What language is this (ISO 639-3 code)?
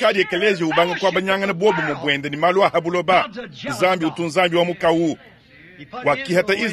lua